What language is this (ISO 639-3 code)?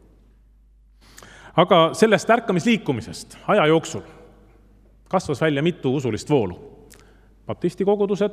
est